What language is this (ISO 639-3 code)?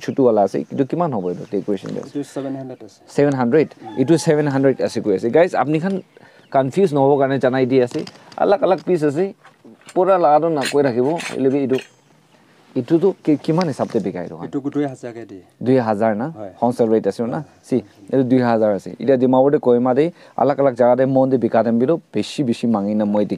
nag